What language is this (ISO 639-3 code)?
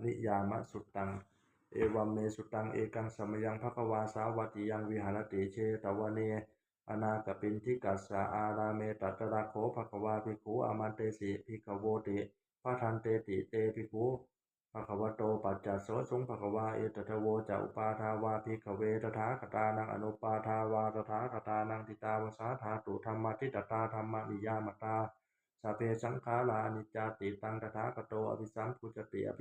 pli